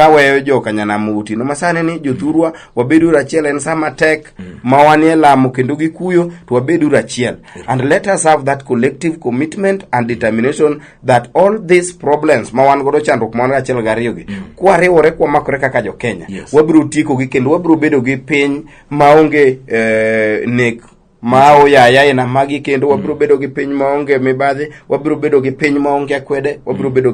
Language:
Luo (Kenya and Tanzania)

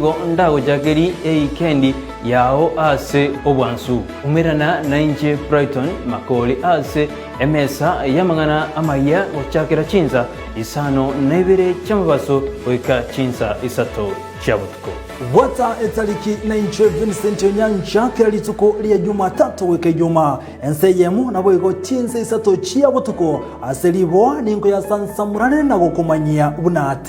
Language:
Gusii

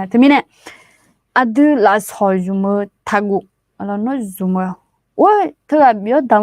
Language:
Akha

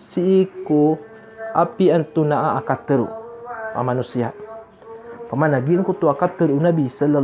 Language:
Maranao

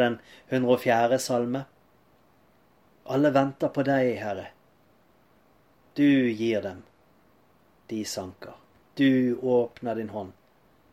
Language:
Norwegian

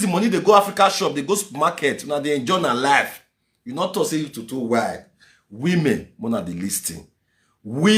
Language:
Nigerian Pidgin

